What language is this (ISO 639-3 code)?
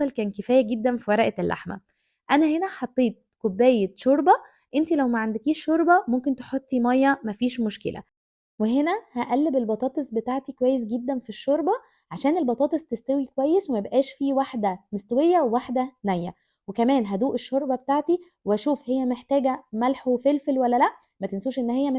arz